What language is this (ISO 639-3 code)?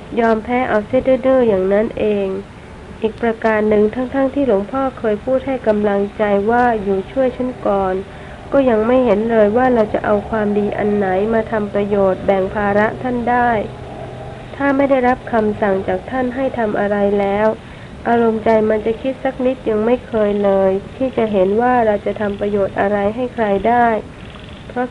tha